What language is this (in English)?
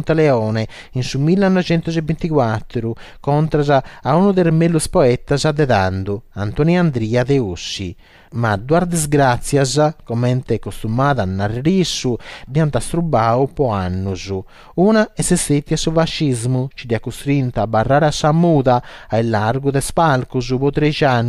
Sardinian